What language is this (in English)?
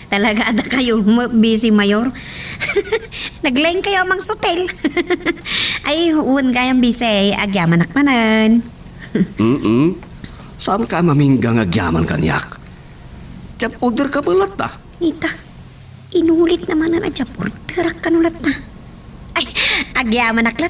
Iloko